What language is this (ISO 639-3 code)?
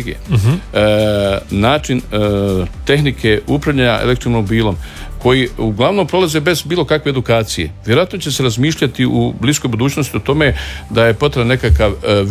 hrv